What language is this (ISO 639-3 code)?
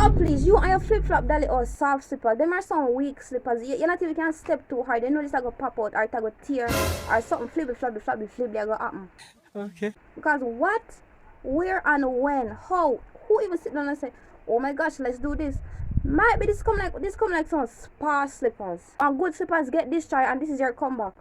jam